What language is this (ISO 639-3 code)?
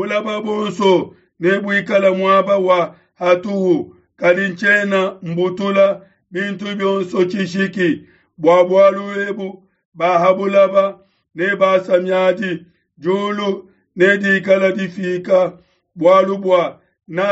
lua